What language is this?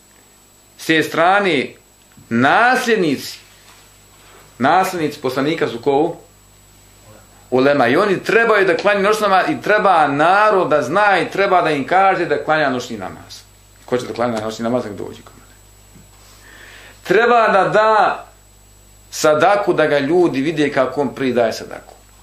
Bosnian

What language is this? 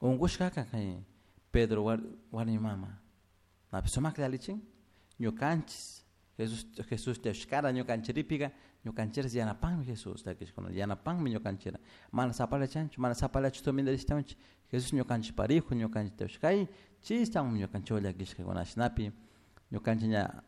Chimborazo Highland Quichua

